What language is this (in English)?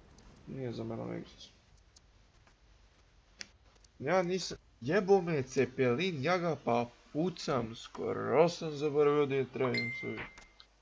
Serbian